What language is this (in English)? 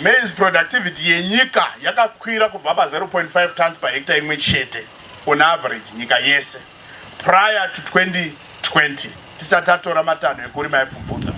Shona